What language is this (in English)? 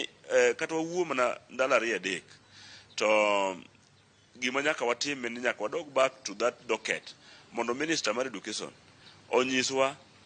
Luo (Kenya and Tanzania)